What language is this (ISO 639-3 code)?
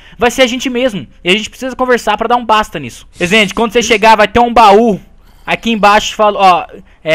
por